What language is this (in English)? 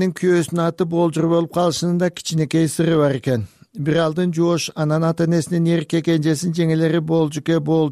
Kyrgyz